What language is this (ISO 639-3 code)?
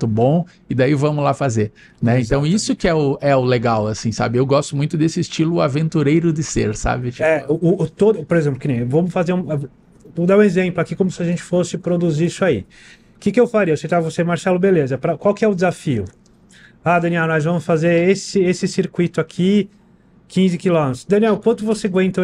por